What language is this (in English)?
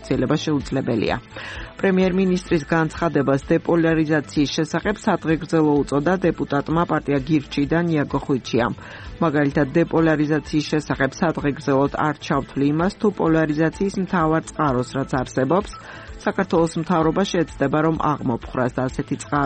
Georgian